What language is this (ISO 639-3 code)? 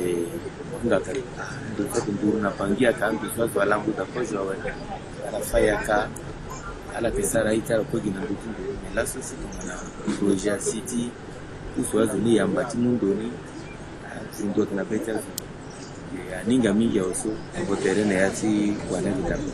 sag